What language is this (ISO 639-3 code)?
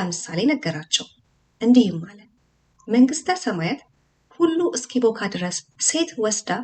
amh